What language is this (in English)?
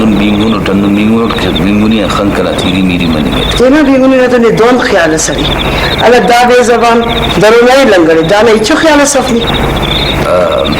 Brahui